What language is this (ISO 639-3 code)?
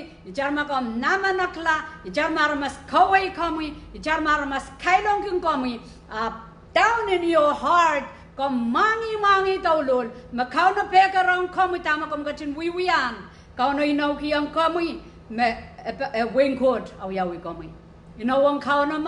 pon